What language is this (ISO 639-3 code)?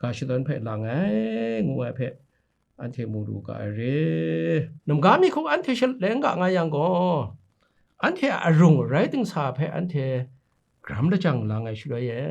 kac